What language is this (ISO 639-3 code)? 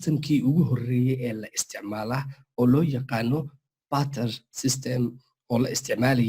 som